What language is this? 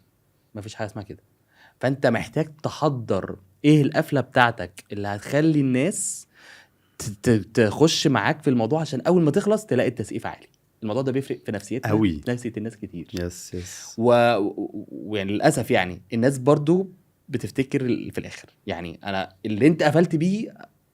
Egyptian Arabic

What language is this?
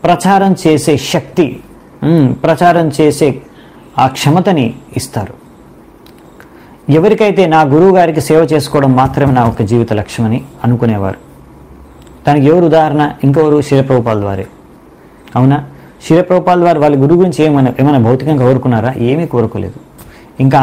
Telugu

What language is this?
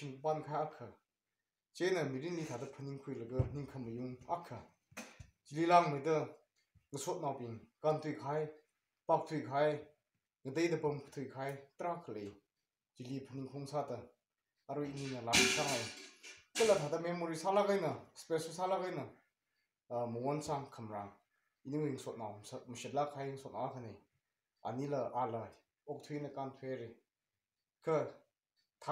Tangkhul Naga (India)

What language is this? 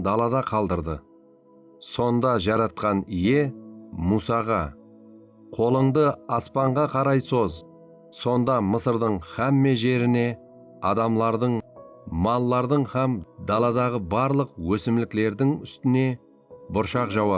Kara-Kalpak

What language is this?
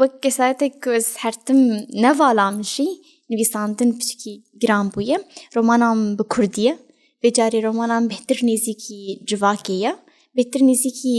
Kurdish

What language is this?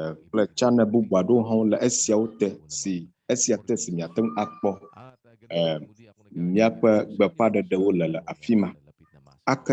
Ewe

